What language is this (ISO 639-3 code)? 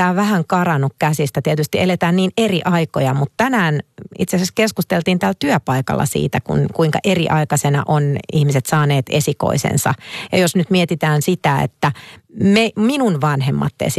fin